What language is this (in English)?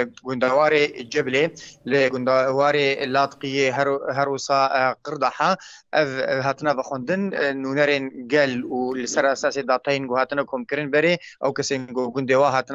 Kurdish